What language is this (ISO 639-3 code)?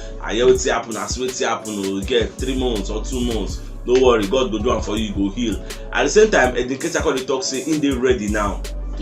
pcm